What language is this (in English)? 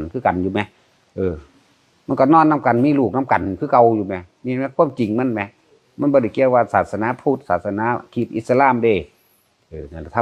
Northeastern Thai